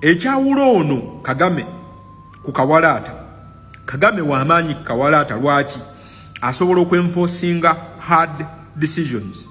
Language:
Ganda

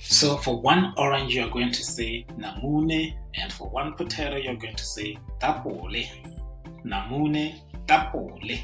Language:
Tswana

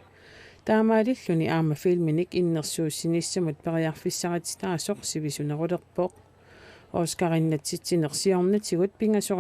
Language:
Kalaallisut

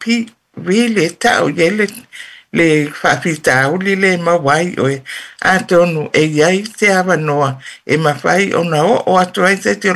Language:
Samoan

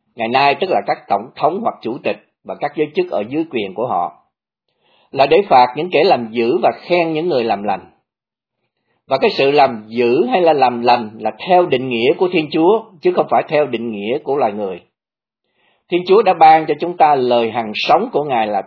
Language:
Vietnamese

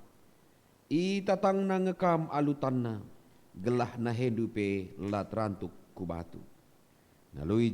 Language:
Batak Karo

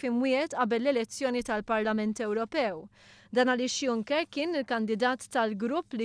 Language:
Maltese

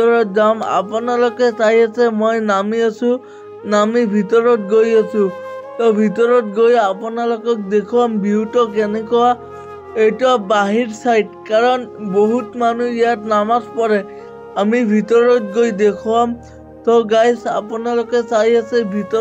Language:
Assamese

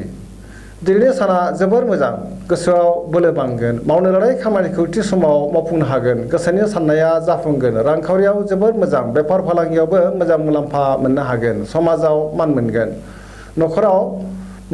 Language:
Bodo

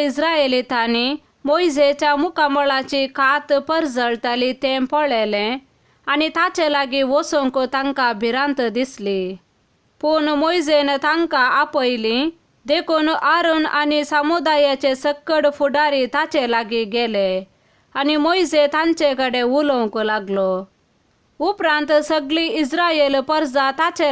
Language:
Konkani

